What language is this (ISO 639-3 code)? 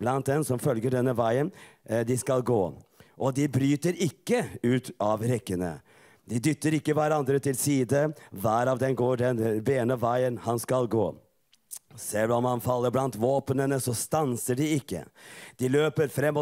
nor